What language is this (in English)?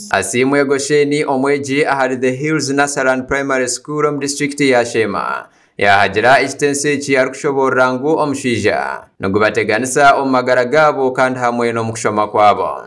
Nyankole